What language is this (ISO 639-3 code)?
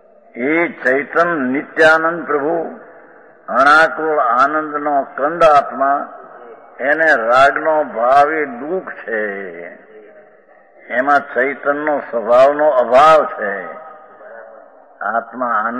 guj